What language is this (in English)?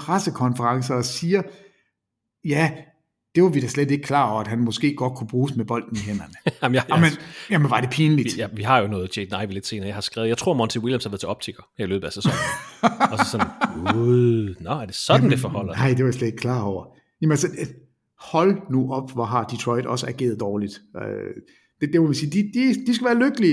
Danish